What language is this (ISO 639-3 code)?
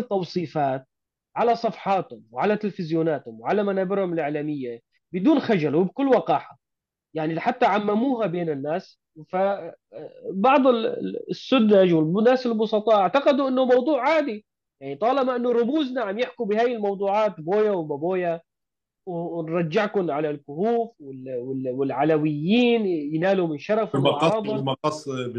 apc